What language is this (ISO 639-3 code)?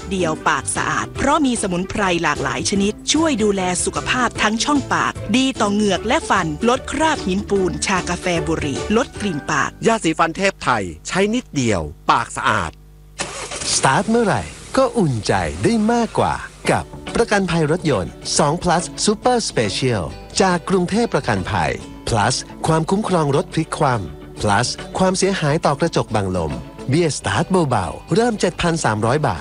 tha